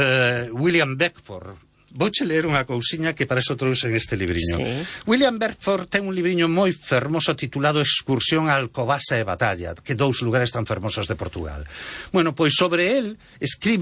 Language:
Galician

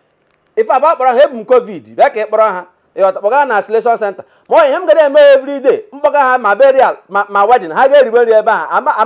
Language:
Igbo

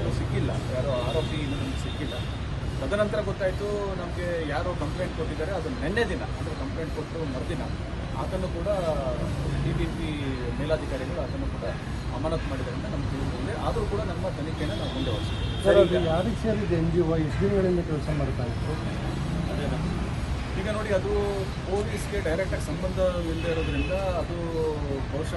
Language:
Kannada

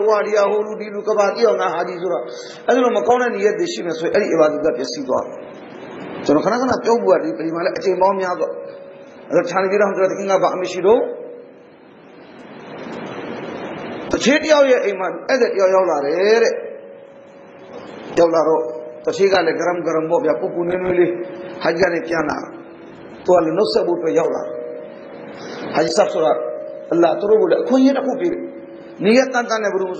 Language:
Burmese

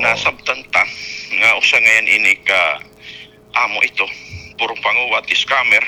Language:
Waray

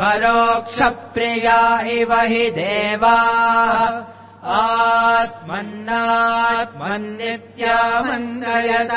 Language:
Sanskrit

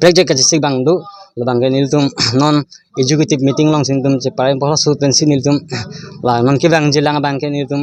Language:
Karbi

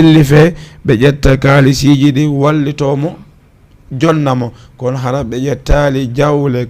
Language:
Fula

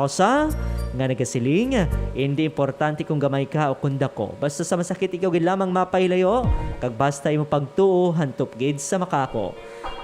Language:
Hiligaynon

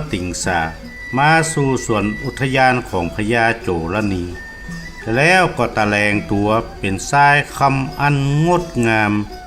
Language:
Northern Thai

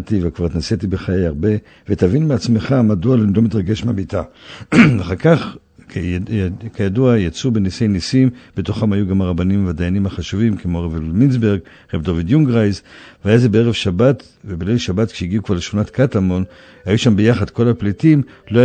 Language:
Hebrew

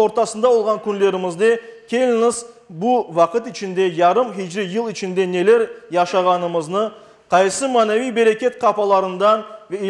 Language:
Crimean Tatar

